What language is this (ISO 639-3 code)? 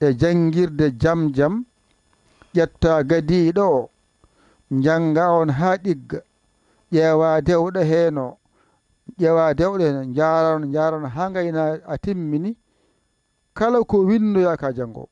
ful